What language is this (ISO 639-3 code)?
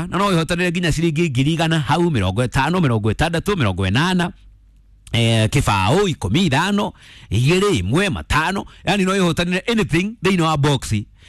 kik